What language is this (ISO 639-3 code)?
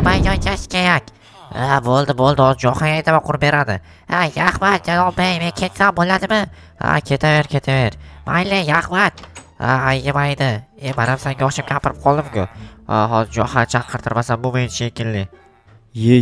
uzb